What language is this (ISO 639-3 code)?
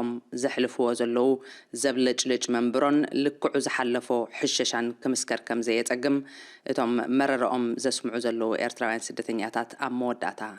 tir